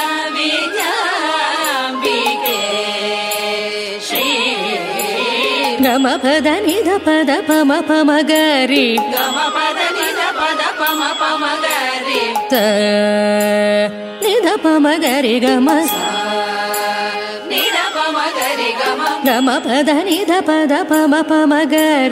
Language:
Kannada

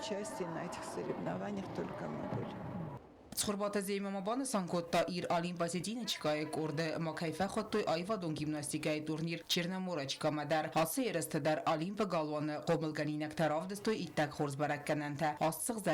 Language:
Ossetic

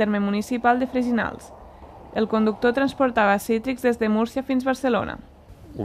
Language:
Catalan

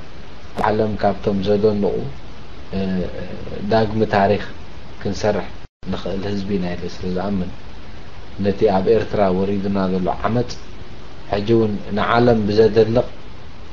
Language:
Tigrinya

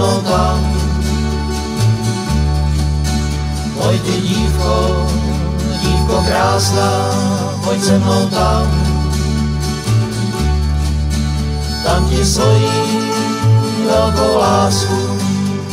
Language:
Czech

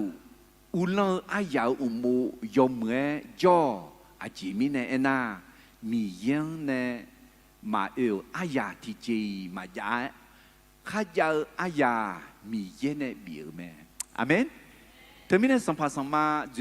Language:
Akha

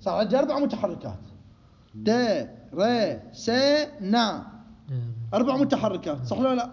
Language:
Mesopotamian Arabic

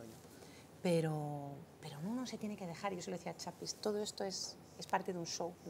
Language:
Spanish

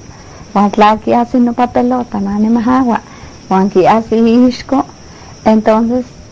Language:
Eastern Huasteca Nahuatl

